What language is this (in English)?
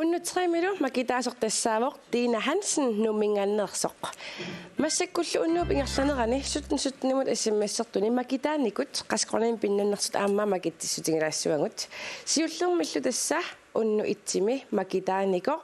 Kalaallisut